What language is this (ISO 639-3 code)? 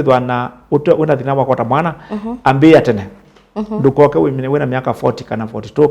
kam